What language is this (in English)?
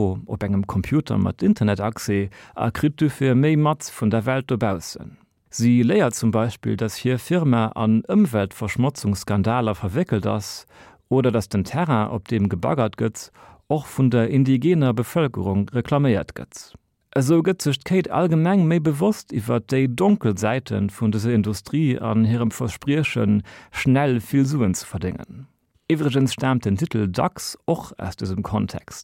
Luxembourgish